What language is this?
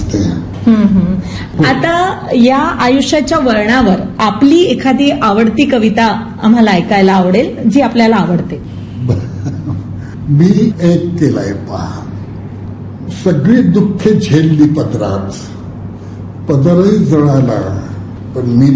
Marathi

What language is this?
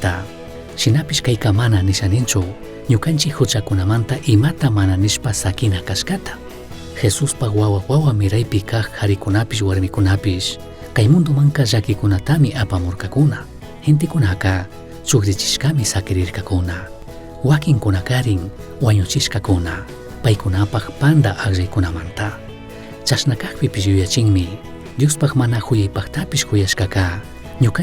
Chimborazo Highland Quichua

